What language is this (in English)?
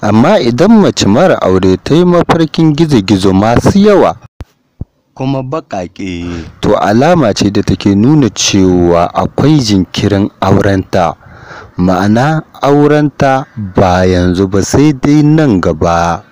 Hausa